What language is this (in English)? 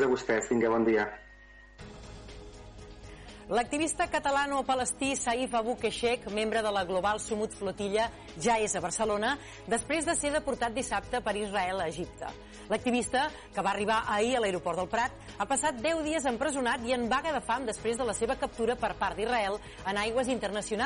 Catalan